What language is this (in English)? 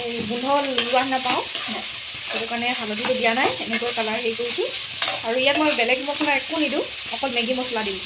Assamese